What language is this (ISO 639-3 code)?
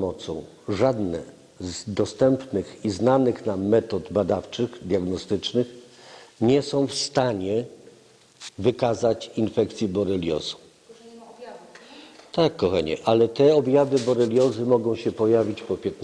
pol